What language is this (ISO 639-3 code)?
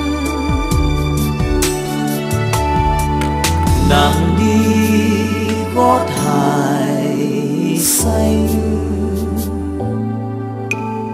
vie